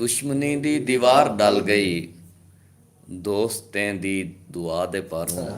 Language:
Saraiki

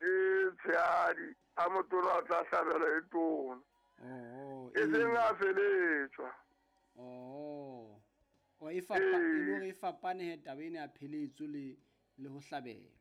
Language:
Southern Sotho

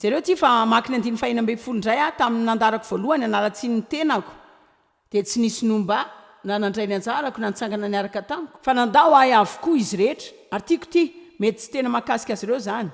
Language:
Malagasy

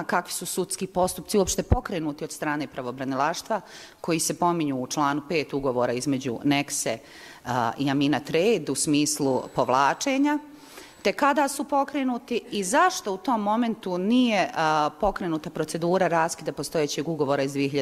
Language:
Bosnian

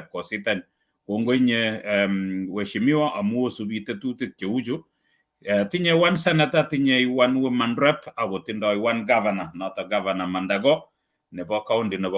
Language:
Kalenjin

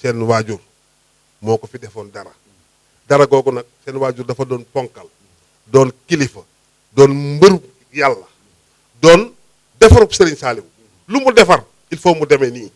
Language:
Wolof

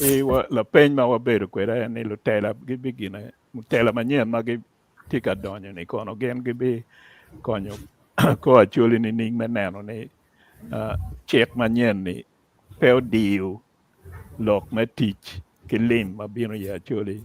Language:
Acoli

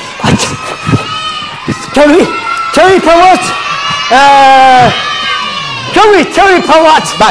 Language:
Basque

